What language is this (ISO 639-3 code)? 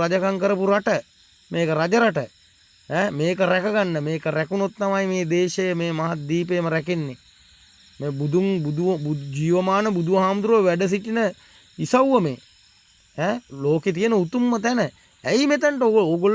sin